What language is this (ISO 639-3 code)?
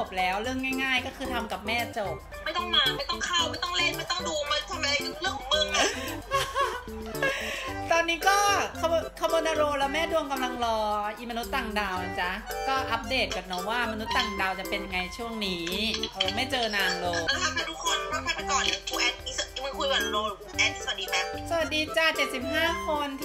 tha